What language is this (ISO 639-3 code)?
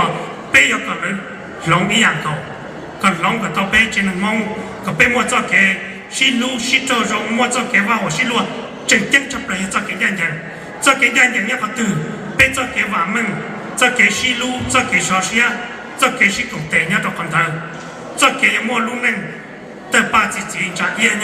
hmn